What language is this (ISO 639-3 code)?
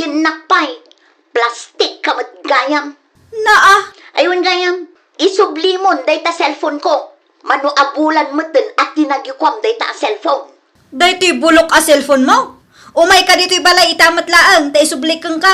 ilo